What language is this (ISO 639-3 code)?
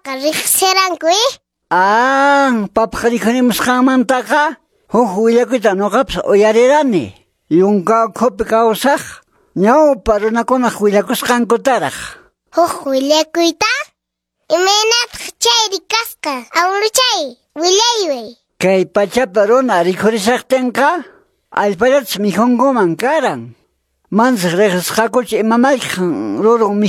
que